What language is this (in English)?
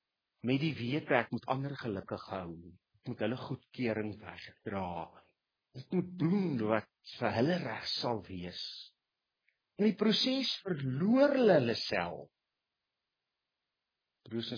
Afrikaans